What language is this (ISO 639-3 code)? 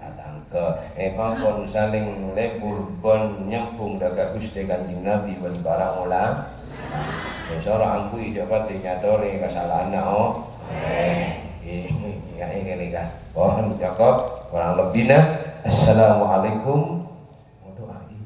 mad